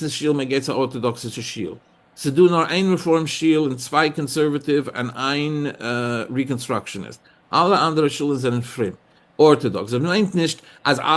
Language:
Yiddish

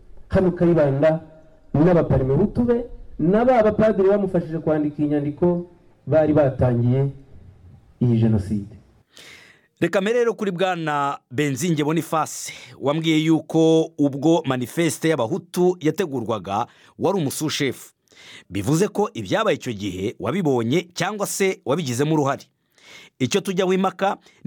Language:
Kinyarwanda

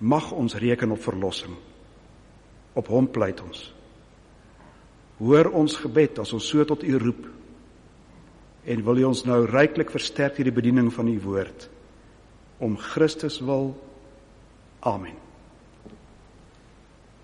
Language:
Afrikaans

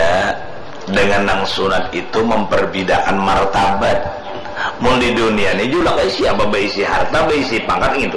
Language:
Banjar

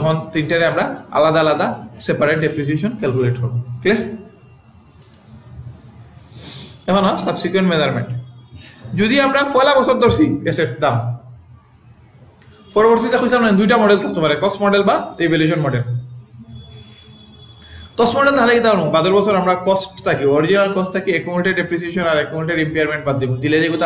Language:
Sylheti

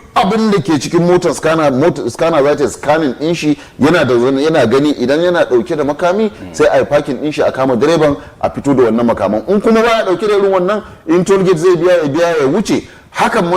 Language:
Hausa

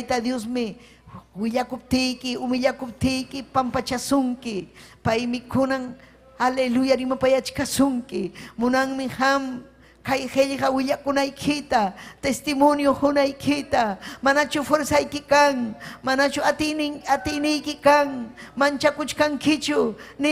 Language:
Ayacucho Quechua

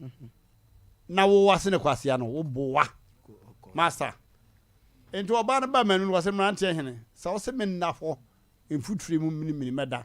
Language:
Akan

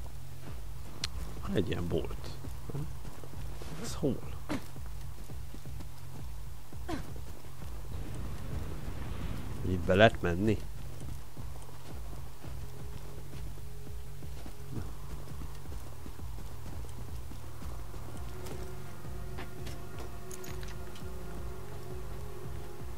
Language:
Hungarian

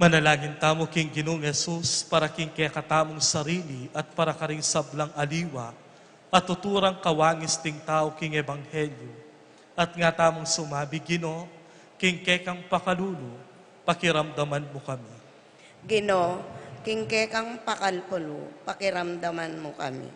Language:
Pampanga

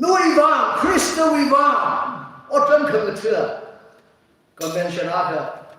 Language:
Tangkhul Naga (India)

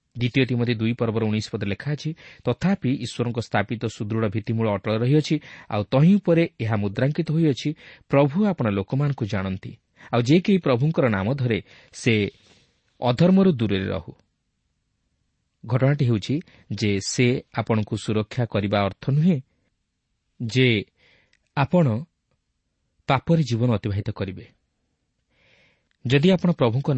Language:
Odia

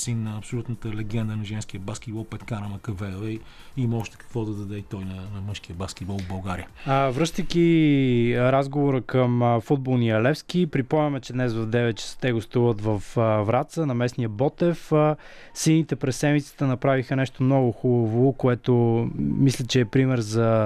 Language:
Bulgarian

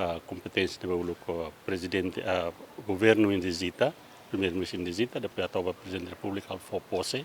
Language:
Tetum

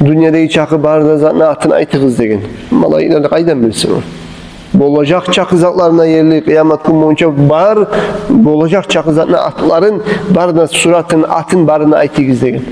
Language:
Kumyk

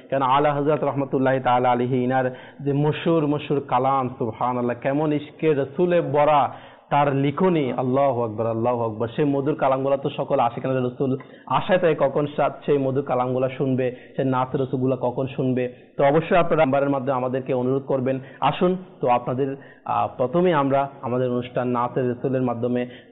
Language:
Bangla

